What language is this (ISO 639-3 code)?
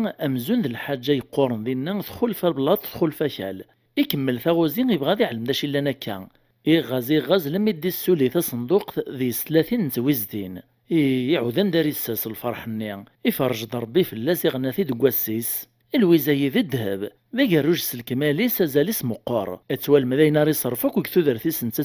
kab